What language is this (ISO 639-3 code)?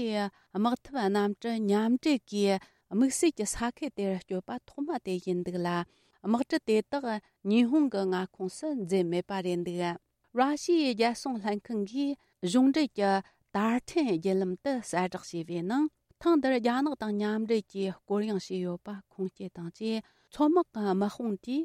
bod